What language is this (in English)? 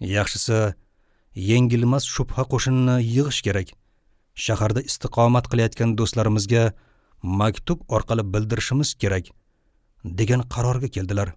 Uzbek